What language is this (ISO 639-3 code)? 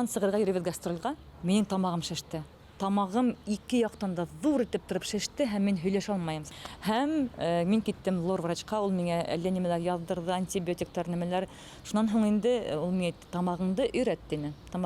bak